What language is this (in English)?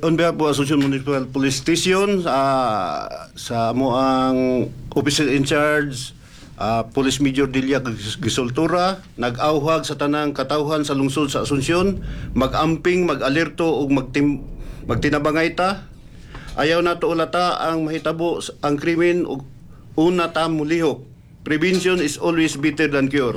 Cebuano